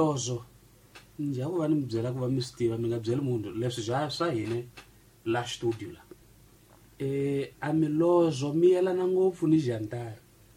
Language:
Tsonga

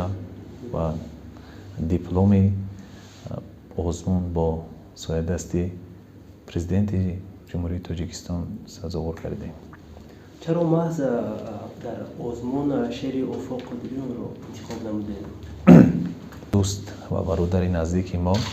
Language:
Tajik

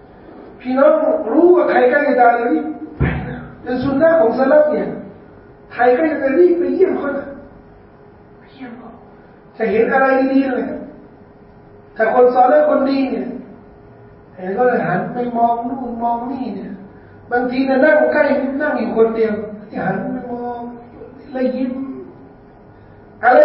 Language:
Thai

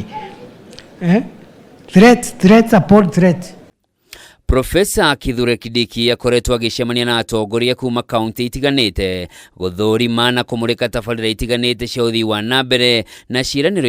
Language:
Kikuyu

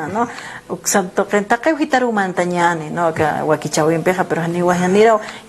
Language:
Aymara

